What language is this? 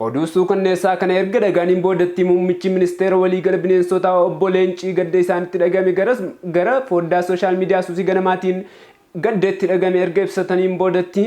Oromo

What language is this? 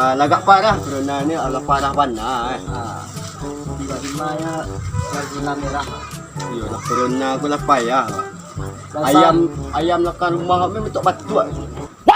Minangkabau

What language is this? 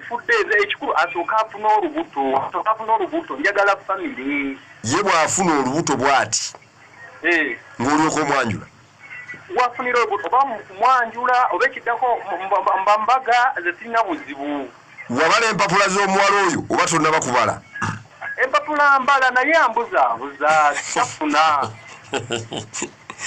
Ganda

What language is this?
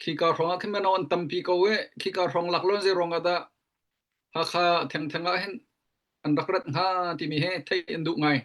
Hakha Chin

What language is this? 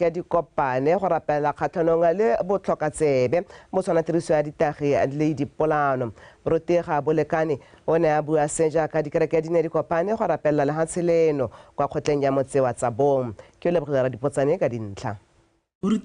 Tswana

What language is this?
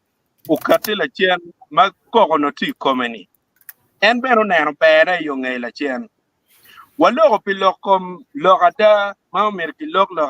Acoli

